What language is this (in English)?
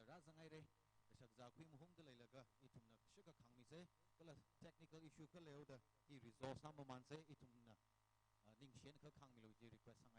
Tangkhul Naga (India)